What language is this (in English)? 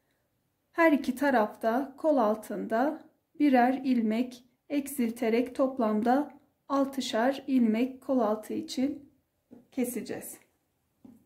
Turkish